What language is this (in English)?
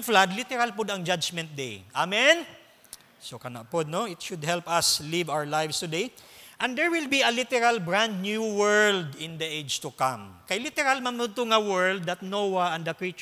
Cebuano